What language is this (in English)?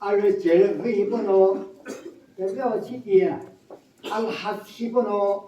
Chokri Naga